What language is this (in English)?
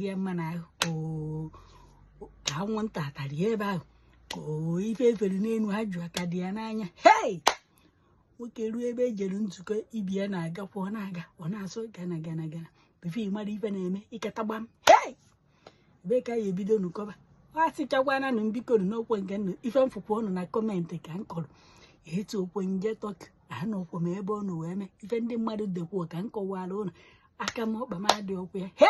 Igbo